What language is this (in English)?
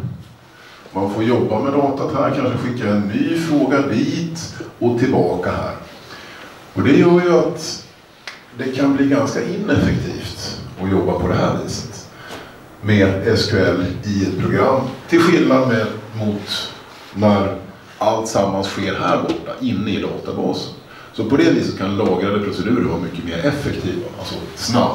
Swedish